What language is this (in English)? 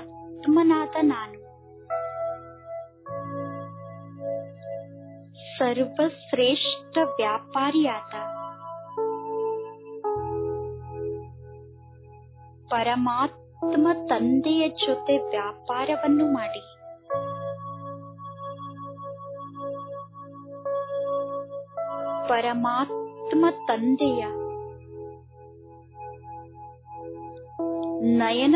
Kannada